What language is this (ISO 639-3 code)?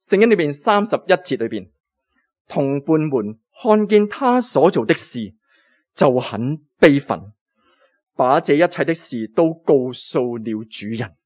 yue